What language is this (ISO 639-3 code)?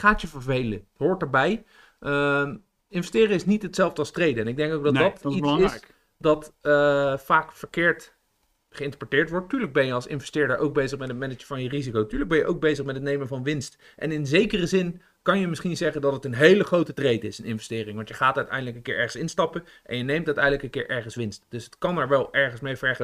nld